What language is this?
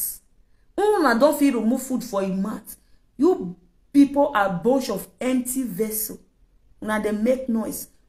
Nigerian Pidgin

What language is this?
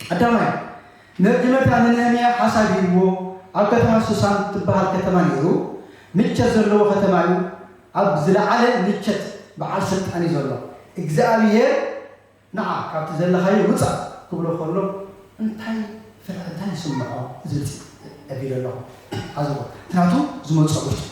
Tigrinya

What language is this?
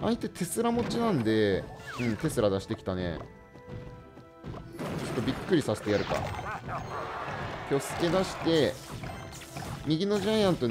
Japanese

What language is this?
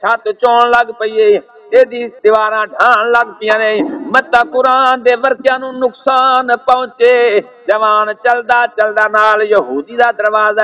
Saraiki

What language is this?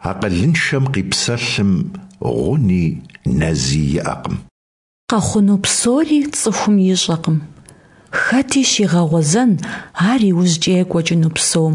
Kabardian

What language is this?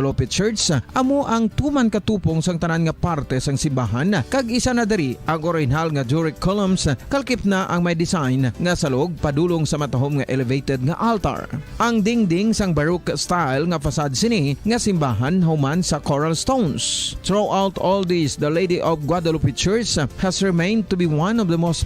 Hiligaynon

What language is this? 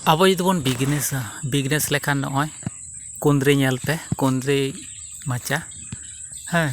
Santali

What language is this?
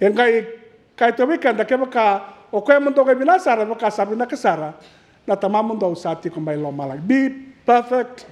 Fijian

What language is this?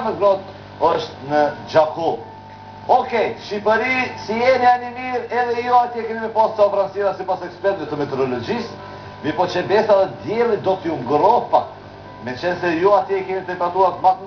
Albanian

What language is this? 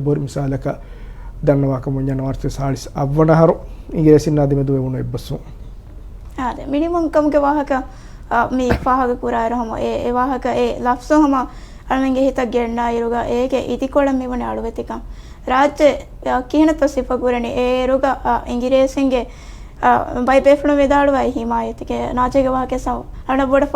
Divehi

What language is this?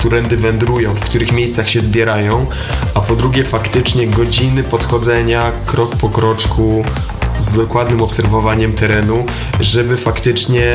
Polish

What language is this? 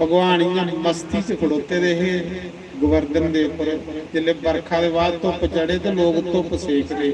Dogri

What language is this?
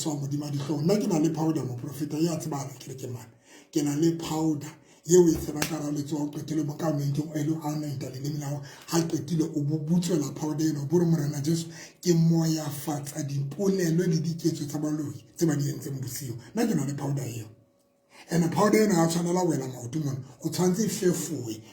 Southern Sotho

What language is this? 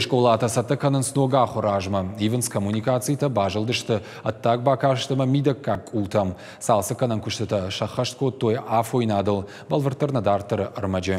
Ossetic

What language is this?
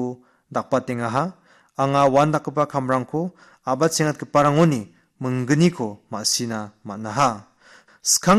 Garo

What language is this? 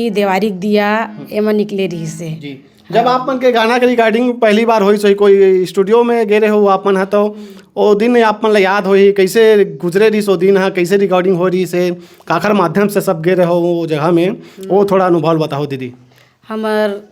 Chhattisgarhi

